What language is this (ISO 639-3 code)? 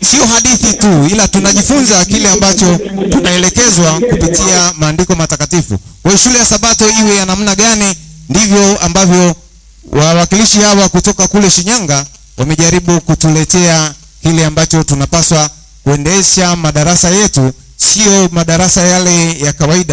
swa